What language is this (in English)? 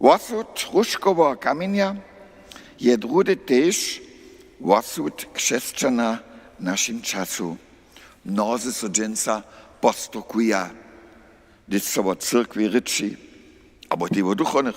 Upper Sorbian